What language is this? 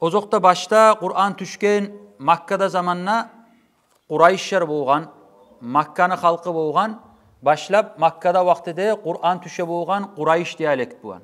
Kumyk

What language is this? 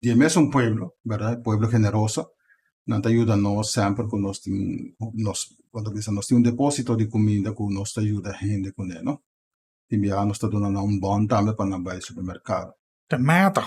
Papiamento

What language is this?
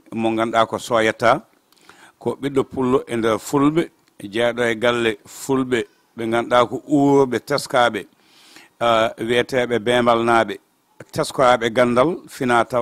Fula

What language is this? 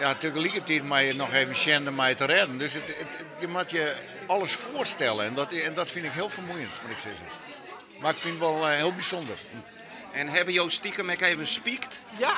Western Frisian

